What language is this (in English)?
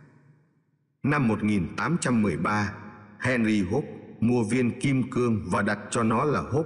Vietnamese